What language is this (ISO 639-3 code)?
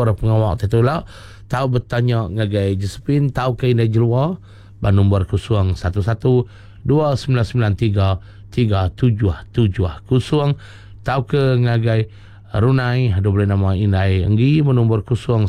iba